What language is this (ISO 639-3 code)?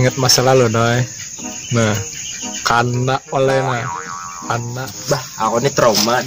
bjn